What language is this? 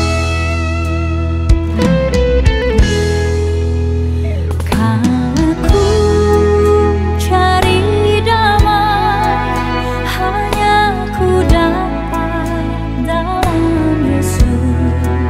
Indonesian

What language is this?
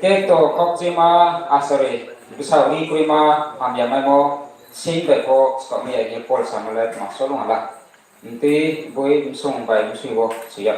Riang (India)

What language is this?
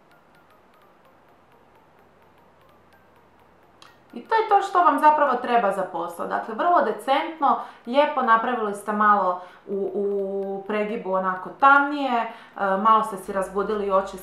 Croatian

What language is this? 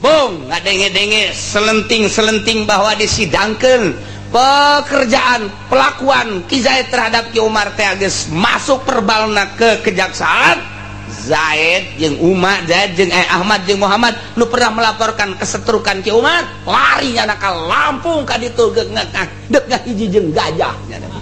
Sundanese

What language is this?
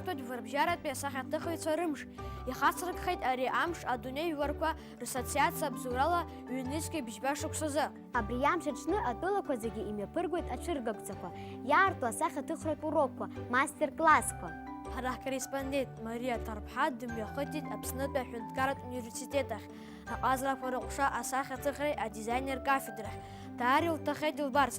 Abkhazian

